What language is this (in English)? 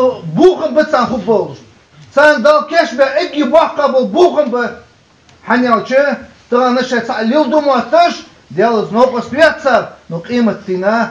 Ingush